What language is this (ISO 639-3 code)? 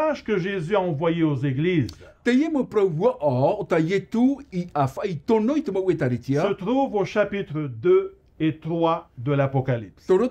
tah